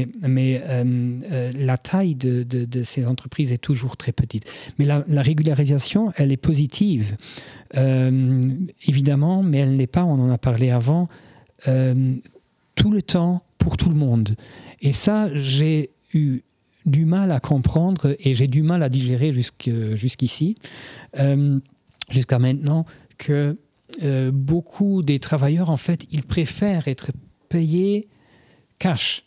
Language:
French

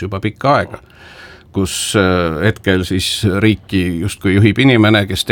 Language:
Estonian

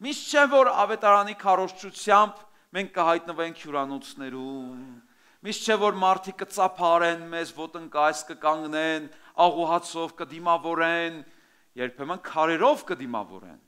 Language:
Armenian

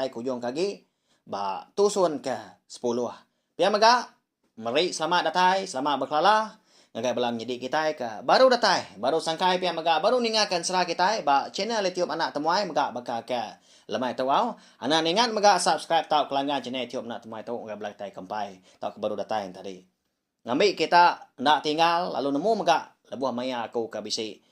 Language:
Iban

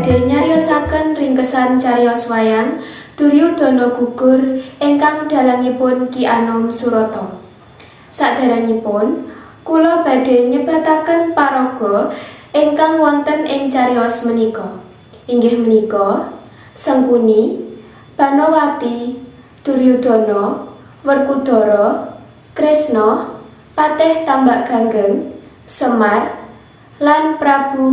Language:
Javanese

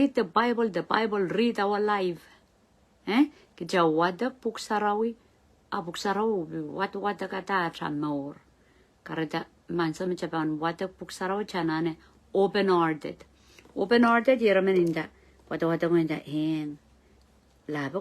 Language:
Pohnpeian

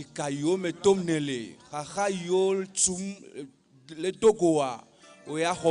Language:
Ewe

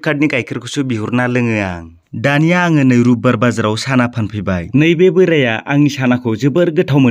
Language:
Bodo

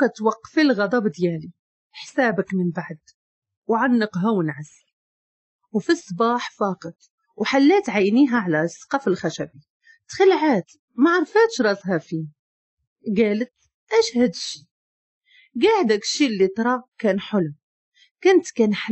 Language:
Moroccan Arabic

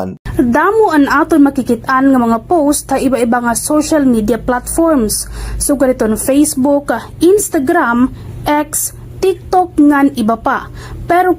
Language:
Waray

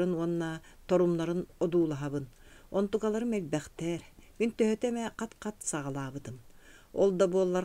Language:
Yakut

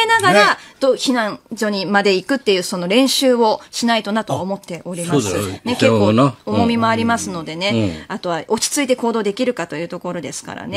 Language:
Japanese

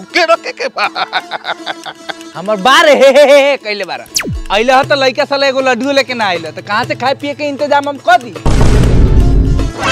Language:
Bhojpuri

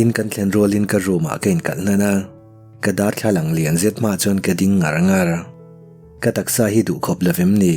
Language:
Mizo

